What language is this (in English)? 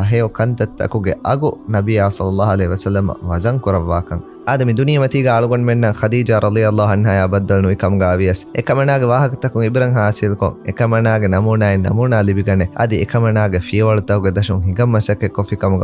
Divehi